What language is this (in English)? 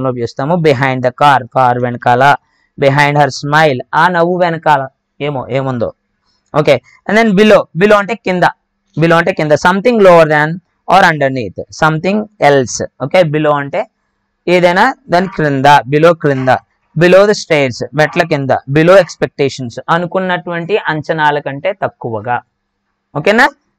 Telugu